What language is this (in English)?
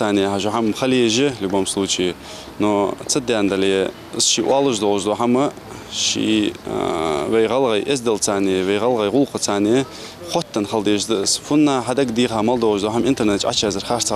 Ingush